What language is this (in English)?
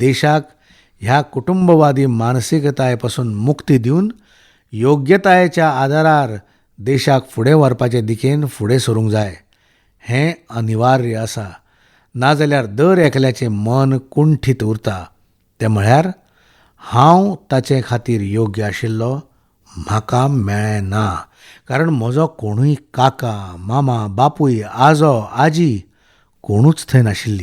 Konkani